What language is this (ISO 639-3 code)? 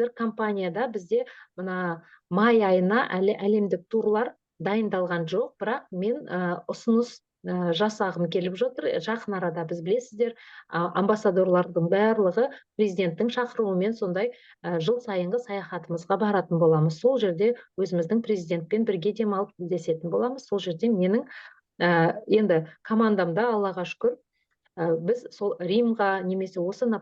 kaz